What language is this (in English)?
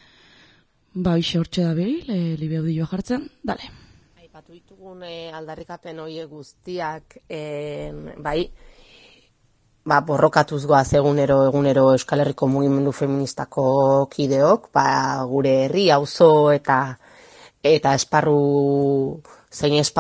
Basque